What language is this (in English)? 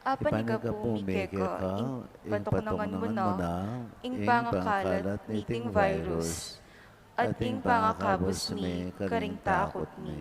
Pampanga